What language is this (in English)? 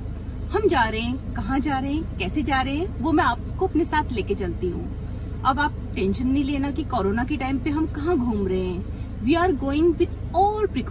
Hindi